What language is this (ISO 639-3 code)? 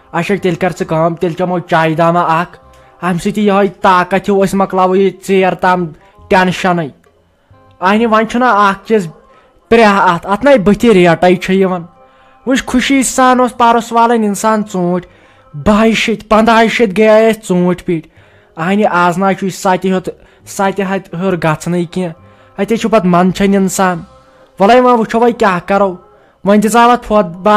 kas